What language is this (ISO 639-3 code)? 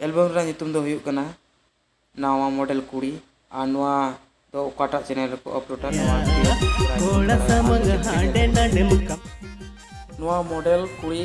sat